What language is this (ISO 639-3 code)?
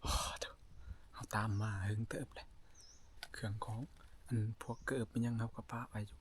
tts